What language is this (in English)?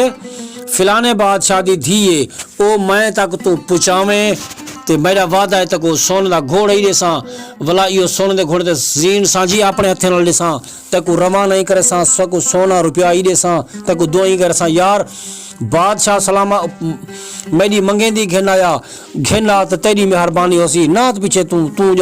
Saraiki